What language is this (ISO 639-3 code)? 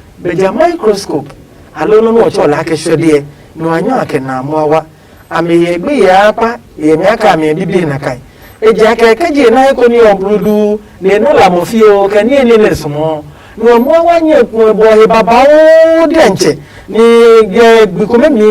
ada